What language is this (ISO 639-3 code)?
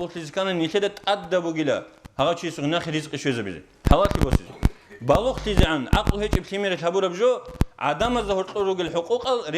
ava